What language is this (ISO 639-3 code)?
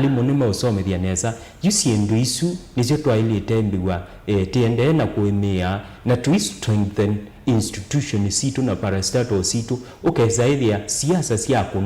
kam